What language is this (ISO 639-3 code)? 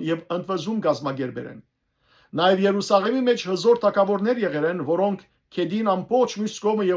hyw